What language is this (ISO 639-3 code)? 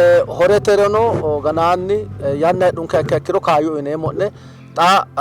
sid